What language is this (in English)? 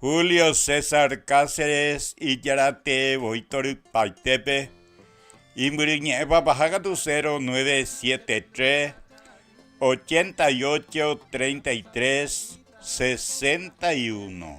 Guarani